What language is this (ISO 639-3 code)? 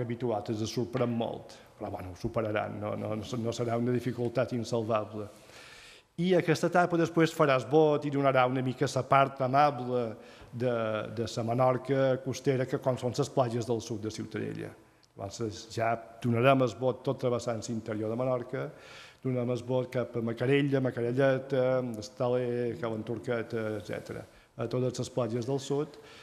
cat